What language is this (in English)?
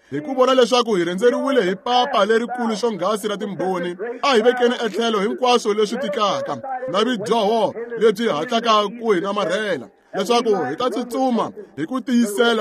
Tsonga